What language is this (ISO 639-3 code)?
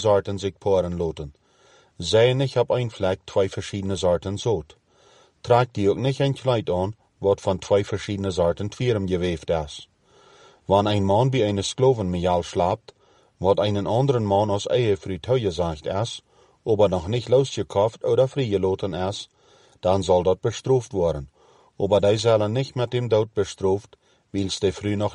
pdt